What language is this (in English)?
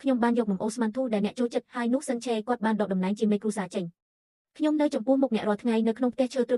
Khmer